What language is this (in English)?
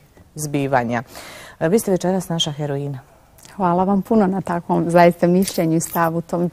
Bosnian